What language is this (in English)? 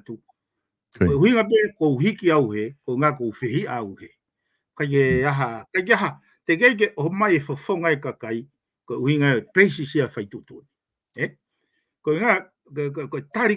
Tongan